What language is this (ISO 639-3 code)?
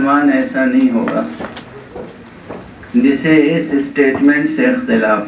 urd